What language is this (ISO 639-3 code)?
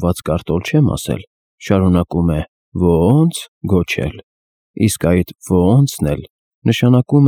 hye